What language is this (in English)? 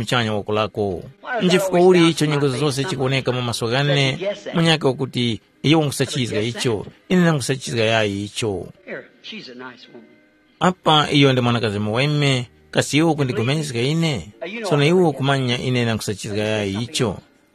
Tumbuka